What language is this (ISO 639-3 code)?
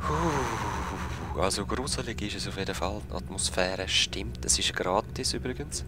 gsw